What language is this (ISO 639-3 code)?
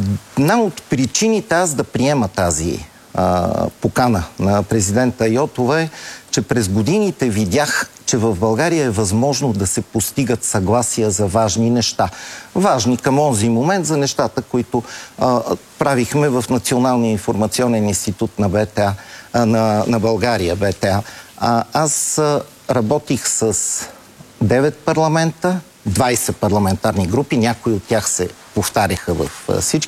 bul